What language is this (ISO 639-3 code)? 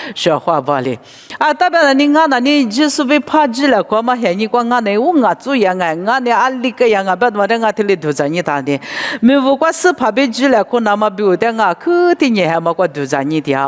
lis